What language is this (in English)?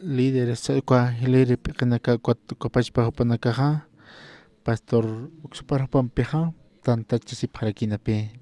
Aymara